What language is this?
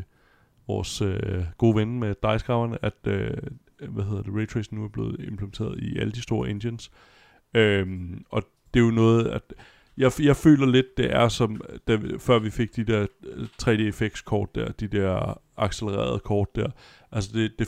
Danish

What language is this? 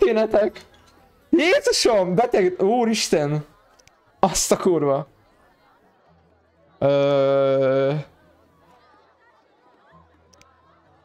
Hungarian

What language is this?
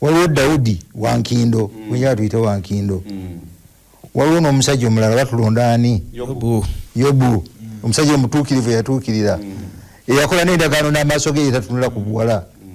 Ganda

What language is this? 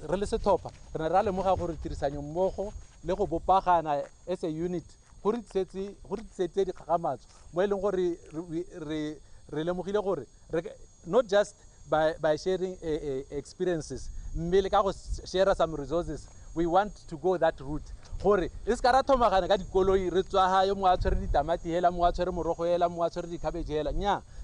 Tswana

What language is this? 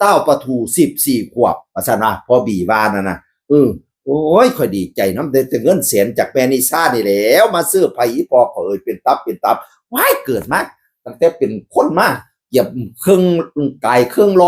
Northeastern Thai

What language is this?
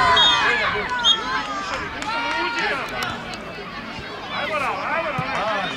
Serbian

